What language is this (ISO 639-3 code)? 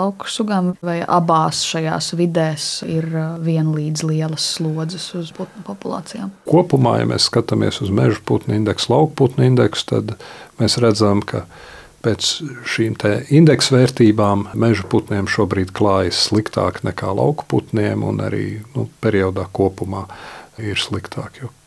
lav